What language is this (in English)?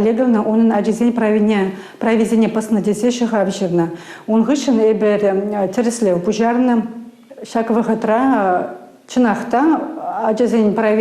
Chuvash